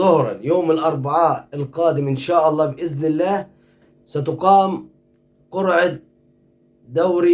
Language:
Egyptian Arabic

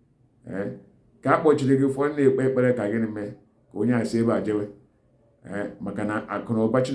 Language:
Igbo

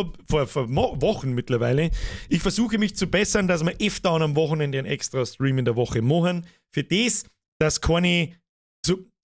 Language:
Bavarian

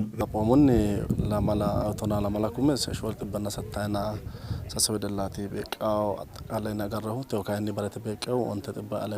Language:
Sidamo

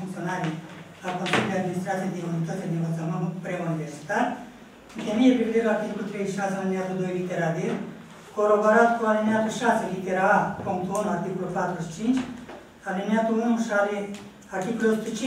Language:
Romanian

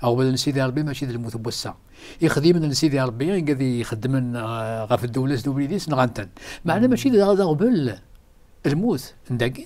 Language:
Kabyle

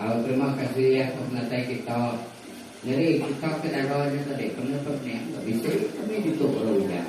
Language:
Iban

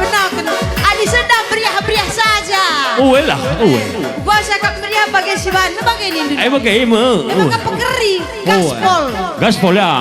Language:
Batak Karo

